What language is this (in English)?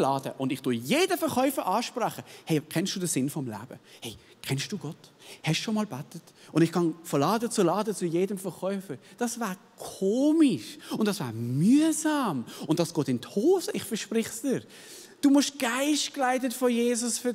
Swiss German